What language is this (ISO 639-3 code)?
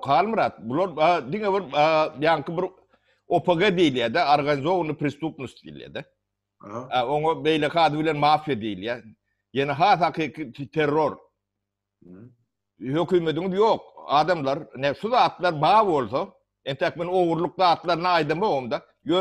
tuk